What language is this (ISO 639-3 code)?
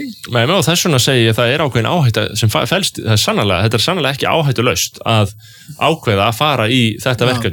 isl